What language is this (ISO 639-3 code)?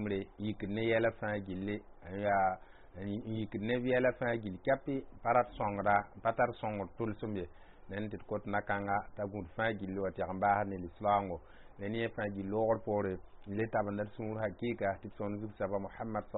mos